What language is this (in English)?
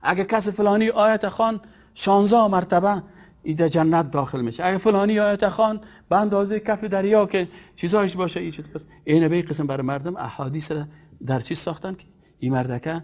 Persian